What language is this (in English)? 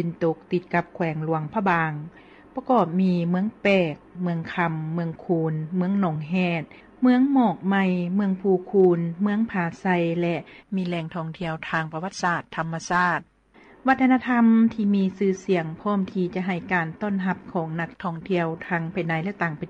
Lao